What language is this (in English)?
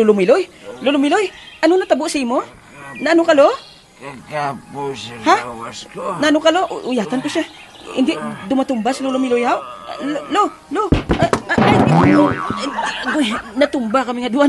Hiligaynon